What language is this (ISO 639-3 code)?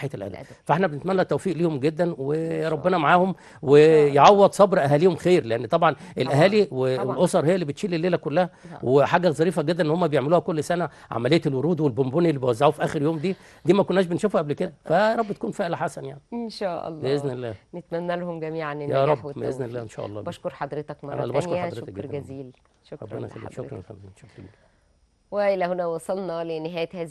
arz